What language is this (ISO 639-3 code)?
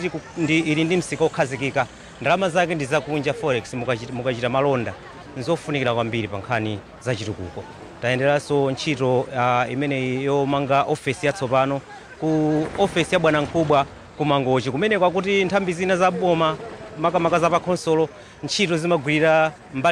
nya